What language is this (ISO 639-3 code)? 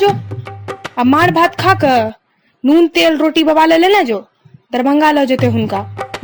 mai